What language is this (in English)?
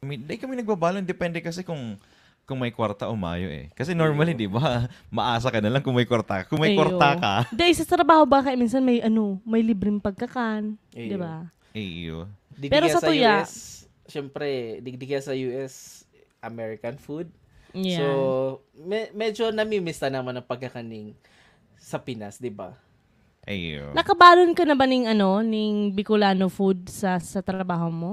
Bikol